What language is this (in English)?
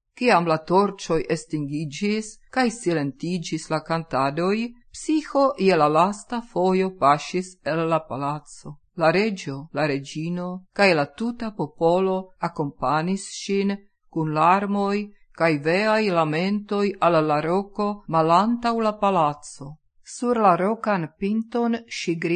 Esperanto